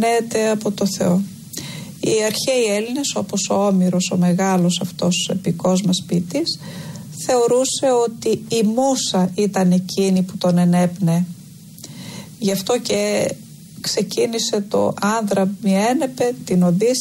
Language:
Greek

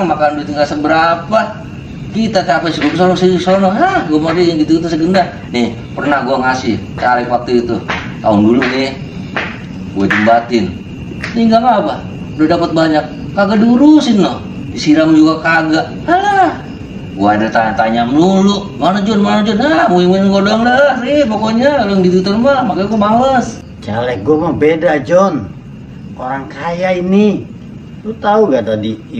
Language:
Betawi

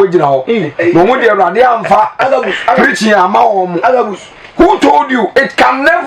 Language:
Akan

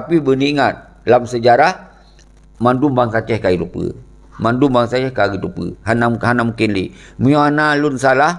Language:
Achinese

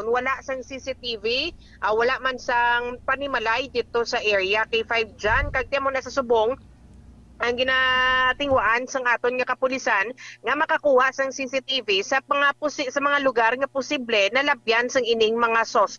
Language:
Hiligaynon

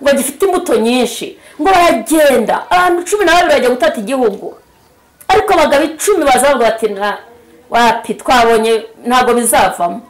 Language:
Kinyarwanda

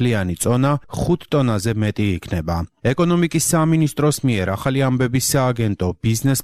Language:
Georgian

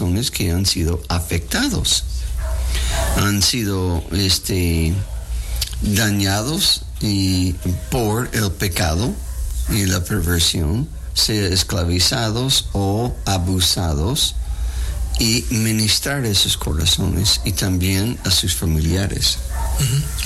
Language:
Spanish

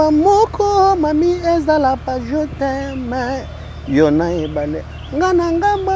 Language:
Lingala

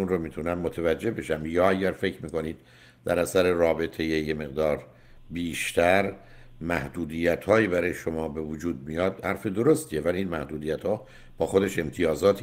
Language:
Persian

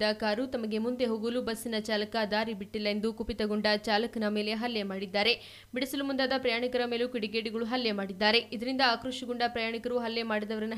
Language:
Kannada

